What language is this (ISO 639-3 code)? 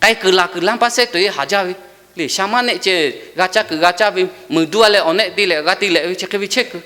lhu